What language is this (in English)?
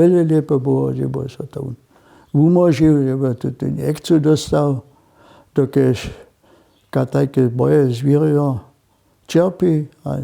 Upper Sorbian